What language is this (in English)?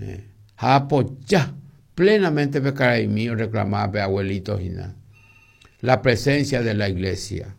Guarani